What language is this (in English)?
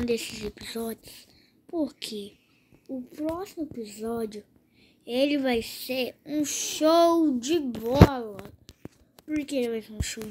Portuguese